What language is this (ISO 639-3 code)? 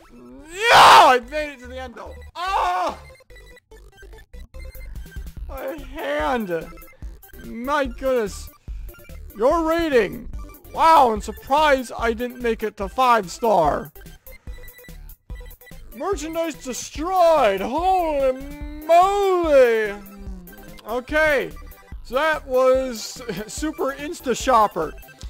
eng